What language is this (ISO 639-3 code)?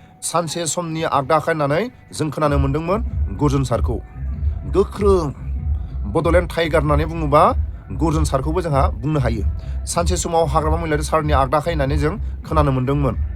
brx